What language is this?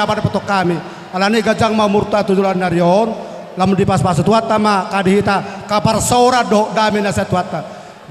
Batak Toba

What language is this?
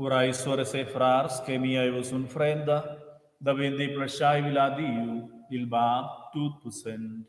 Romansh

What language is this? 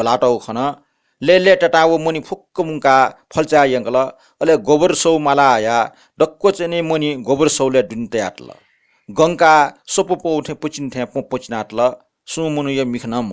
Newari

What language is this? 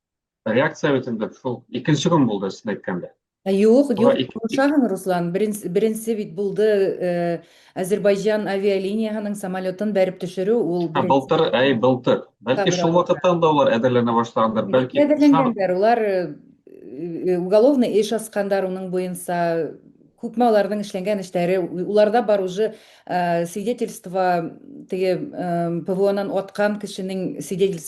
Bashkir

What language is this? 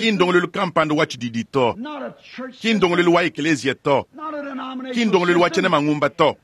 Luba-Lulua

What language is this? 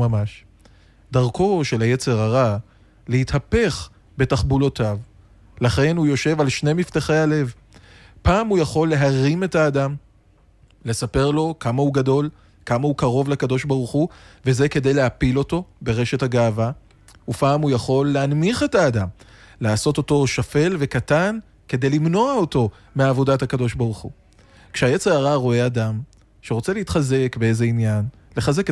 Hebrew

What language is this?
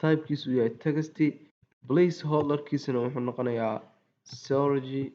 Somali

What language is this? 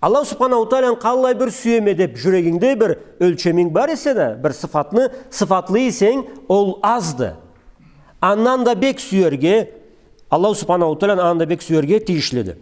Karachay-Balkar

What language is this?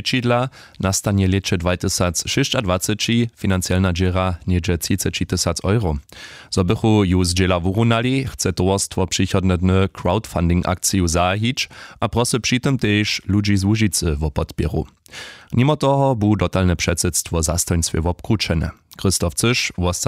Upper Sorbian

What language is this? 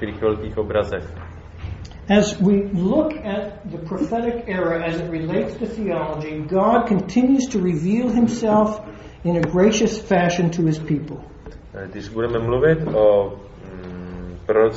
Czech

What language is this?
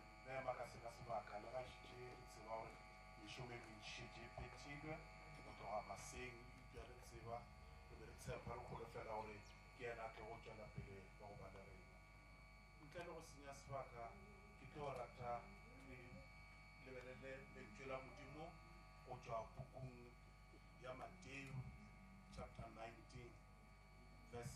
Northern Sotho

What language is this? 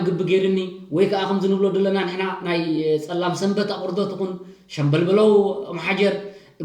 Tigrinya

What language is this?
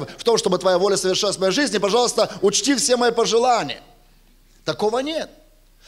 Russian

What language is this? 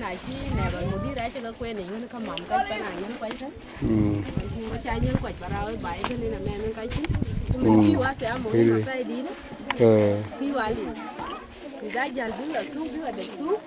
Dinka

